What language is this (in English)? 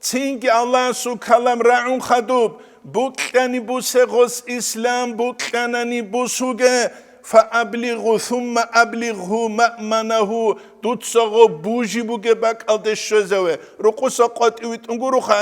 Avaric